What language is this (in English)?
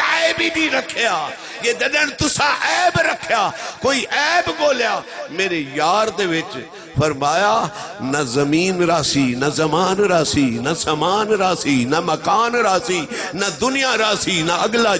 Saraiki